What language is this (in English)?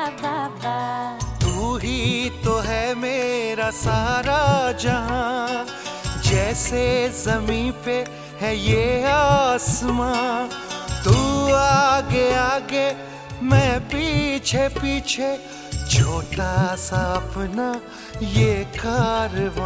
Hindi